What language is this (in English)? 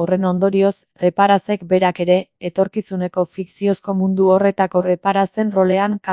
Basque